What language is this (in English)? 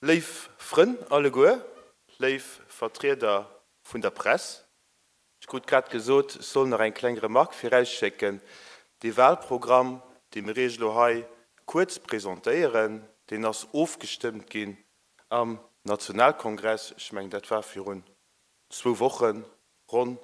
Luxembourgish